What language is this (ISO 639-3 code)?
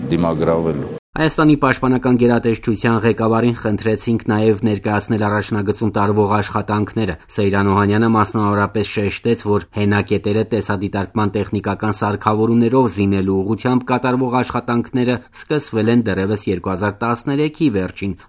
hye